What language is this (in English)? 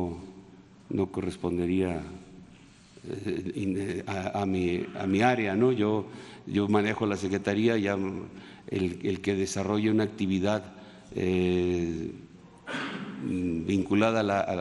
Spanish